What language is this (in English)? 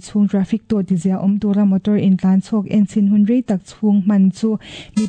Mizo